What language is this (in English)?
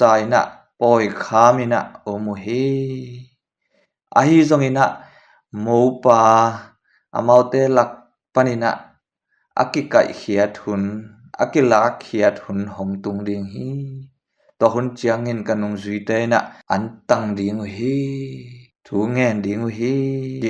Tedim Chin